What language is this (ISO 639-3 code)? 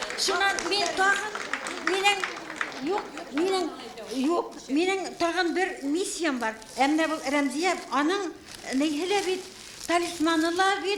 bak